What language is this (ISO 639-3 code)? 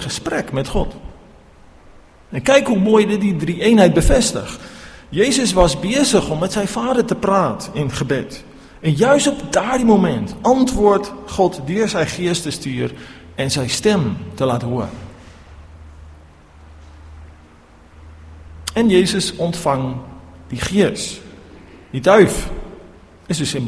afr